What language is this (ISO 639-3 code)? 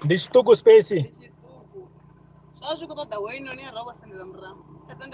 ven